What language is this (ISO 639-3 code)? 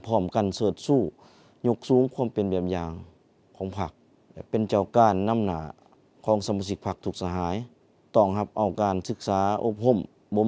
lao